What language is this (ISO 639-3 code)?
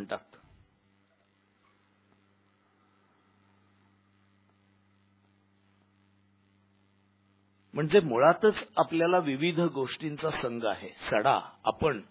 mar